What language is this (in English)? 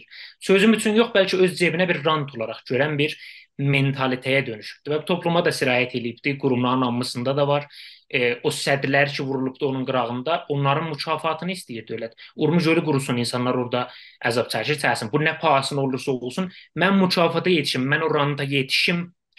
South Azerbaijani